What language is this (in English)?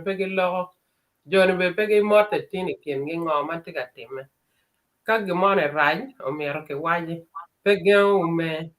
Acoli